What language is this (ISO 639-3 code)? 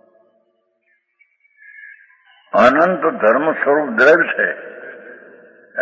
guj